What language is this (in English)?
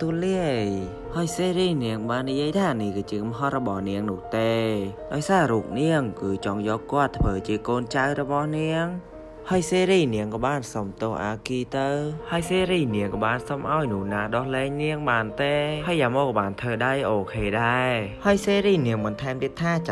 Khmer